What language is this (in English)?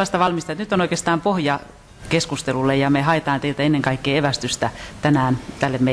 Finnish